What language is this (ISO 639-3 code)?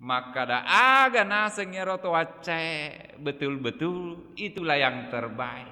bug